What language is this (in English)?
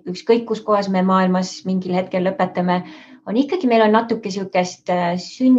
Estonian